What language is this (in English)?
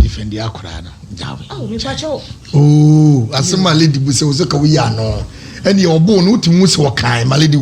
Akan